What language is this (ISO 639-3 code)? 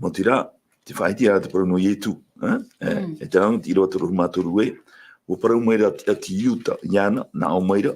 tah